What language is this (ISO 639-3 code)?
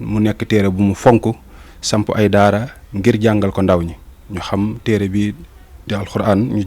wol